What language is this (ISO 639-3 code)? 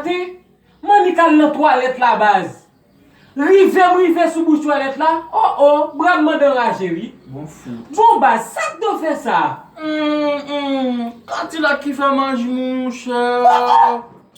hat